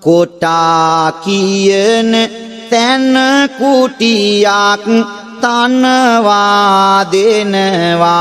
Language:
Sinhala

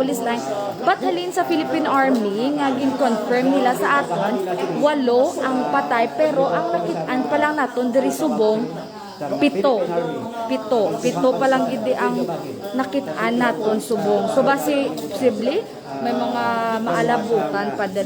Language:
Hiligaynon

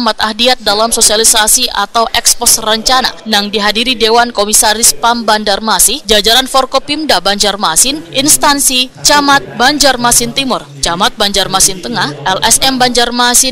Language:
Banjar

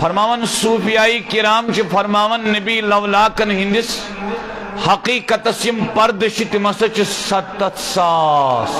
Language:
Kashmiri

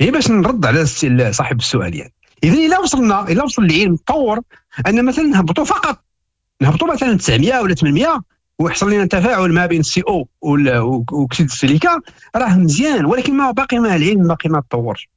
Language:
Moroccan Arabic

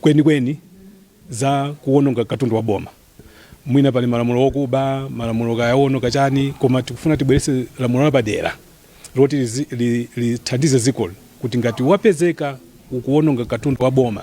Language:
Nyanja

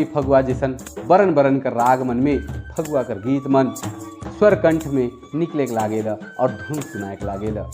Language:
Sadri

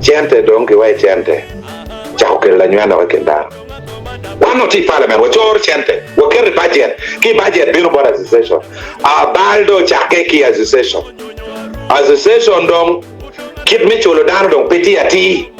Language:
Acoli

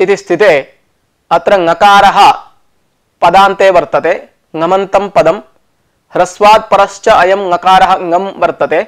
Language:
Sanskrit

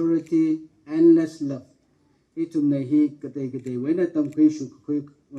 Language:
Tangkhul Naga (India)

